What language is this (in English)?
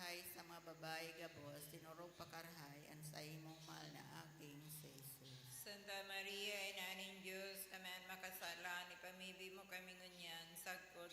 Bikol